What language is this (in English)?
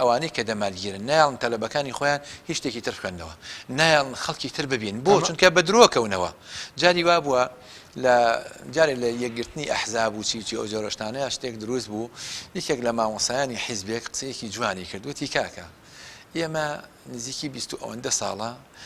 Central Kurdish